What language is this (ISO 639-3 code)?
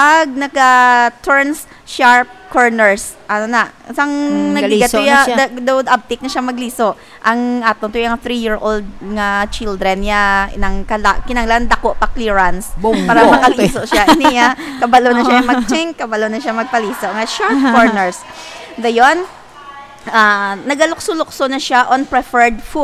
hil